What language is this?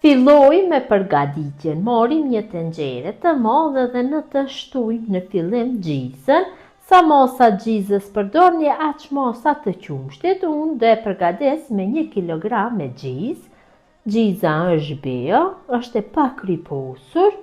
Albanian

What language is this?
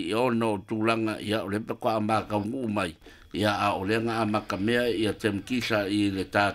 Samoan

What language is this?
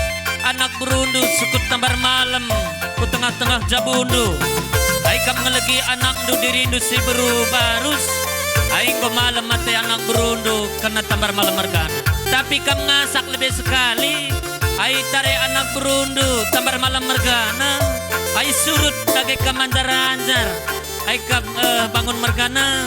Batak Karo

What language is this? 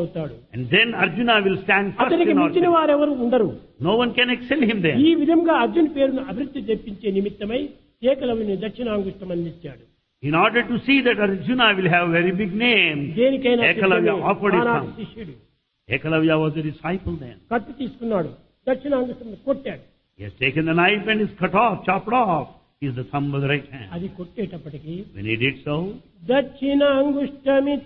Telugu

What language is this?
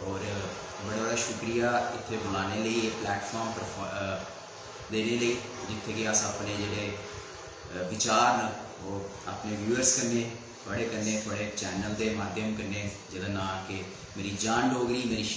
Dogri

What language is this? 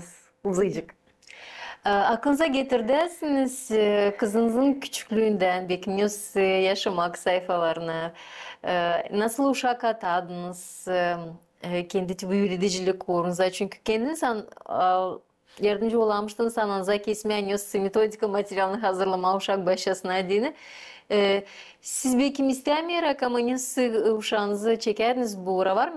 Gagauz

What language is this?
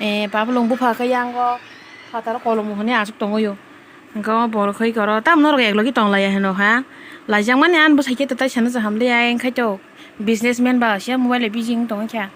Kok Borok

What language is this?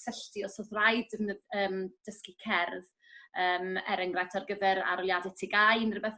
Welsh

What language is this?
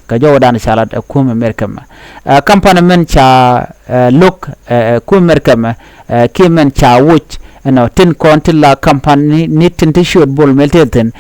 Nuer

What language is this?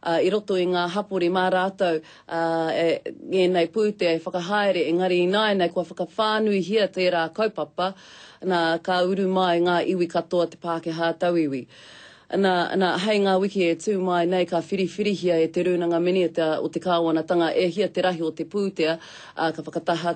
Māori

